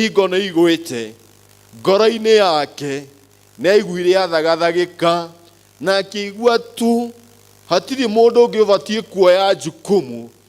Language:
Kikuyu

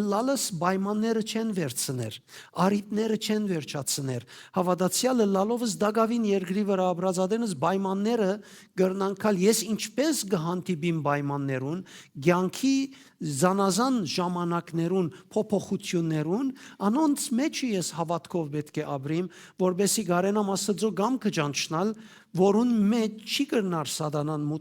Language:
Western Armenian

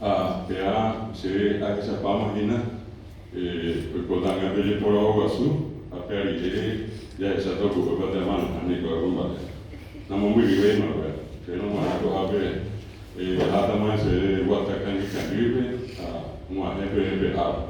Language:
Guarani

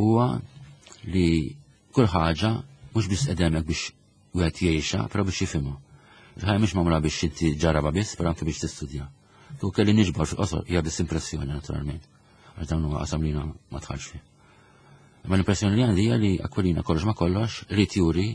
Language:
Maltese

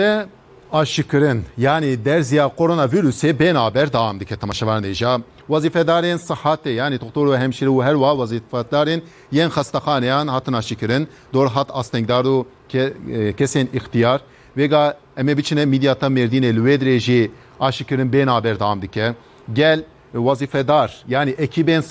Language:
Kurdish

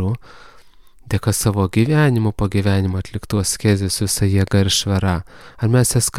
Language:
Lithuanian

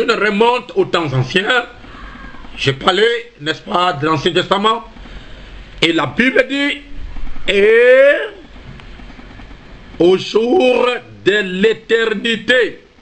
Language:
French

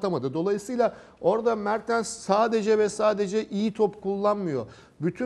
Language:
Turkish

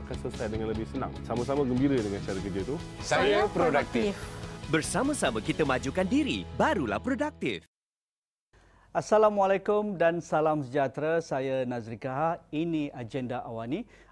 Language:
Malay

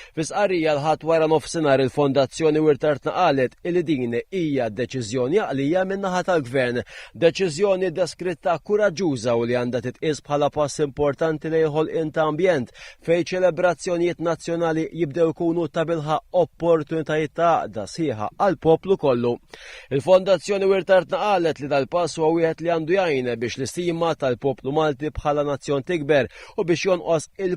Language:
Maltese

